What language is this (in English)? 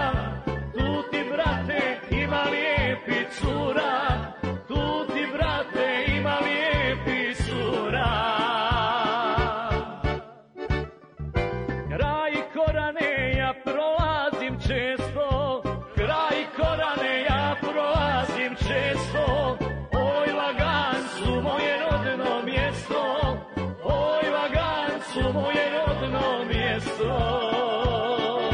Croatian